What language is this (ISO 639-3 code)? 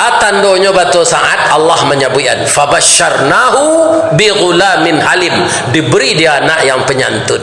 min